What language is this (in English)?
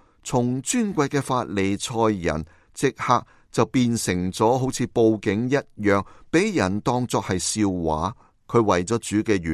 Cantonese